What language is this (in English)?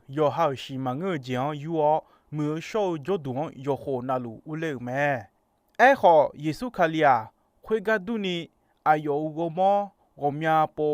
Akha